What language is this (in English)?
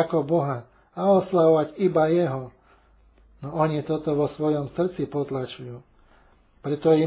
Slovak